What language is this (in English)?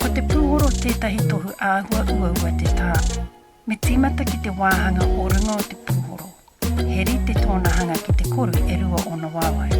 Māori